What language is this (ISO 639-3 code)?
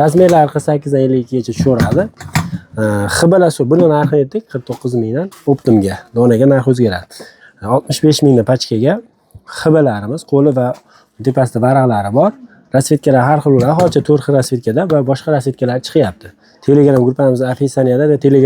uzb